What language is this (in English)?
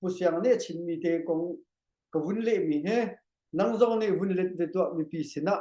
Hakha Chin